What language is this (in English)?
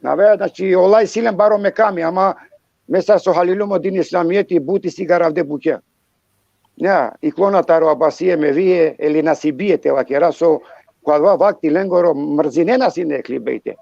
Balkan Romani